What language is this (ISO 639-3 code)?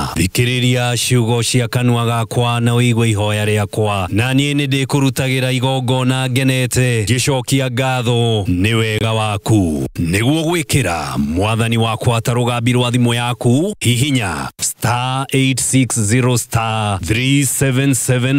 kik